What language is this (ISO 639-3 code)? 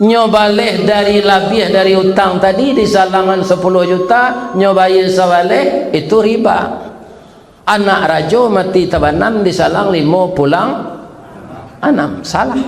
min